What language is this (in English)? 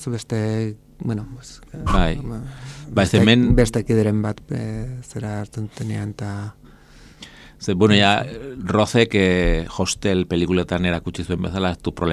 Basque